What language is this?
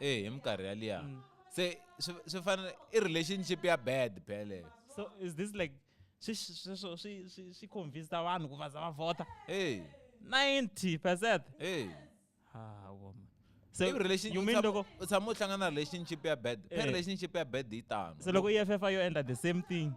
Tsonga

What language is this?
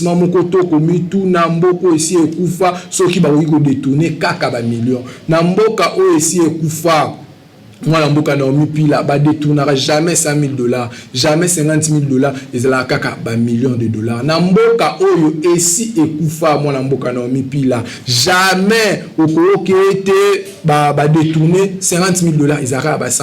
Lingala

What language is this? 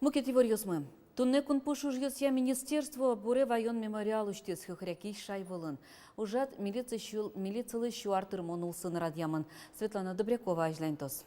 Udmurt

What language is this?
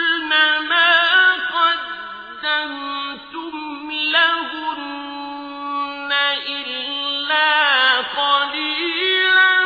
Arabic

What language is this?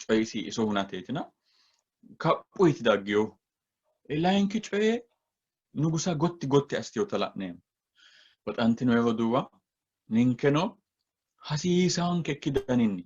Sidamo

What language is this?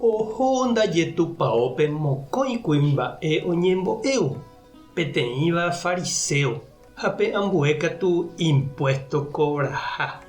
Guarani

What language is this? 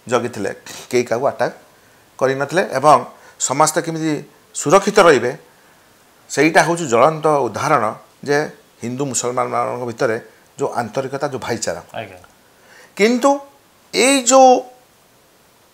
Odia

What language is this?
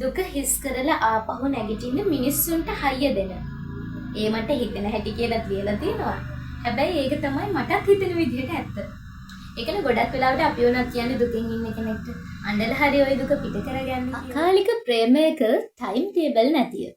Sinhala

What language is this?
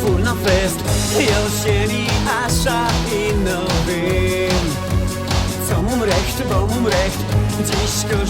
Silesian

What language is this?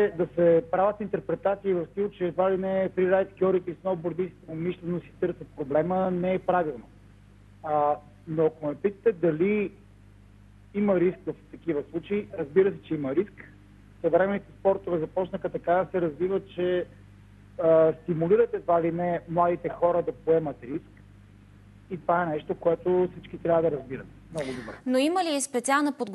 Bulgarian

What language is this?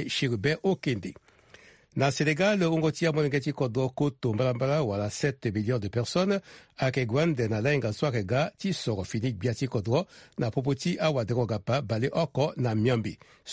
Sango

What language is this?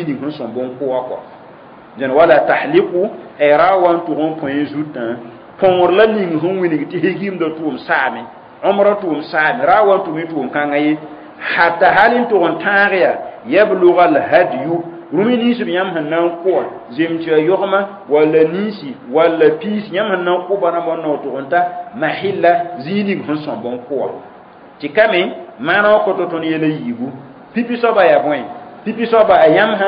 Mossi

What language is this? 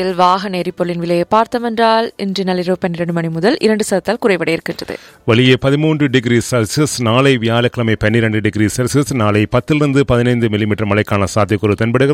Tamil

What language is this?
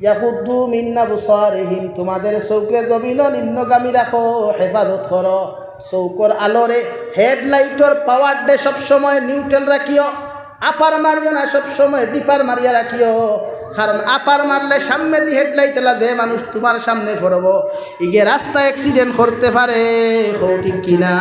Sylheti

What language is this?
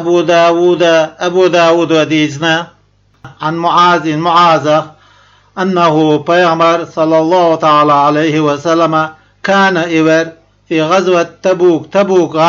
Chechen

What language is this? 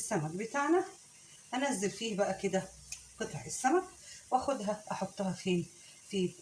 Egyptian Arabic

